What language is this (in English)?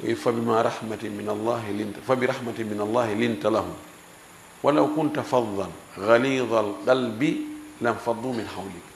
Fula